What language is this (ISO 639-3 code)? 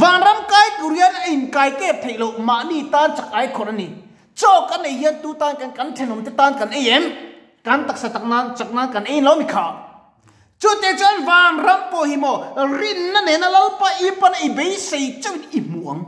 lus